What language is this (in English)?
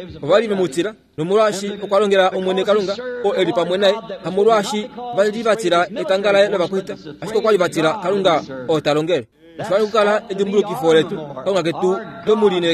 Kuanyama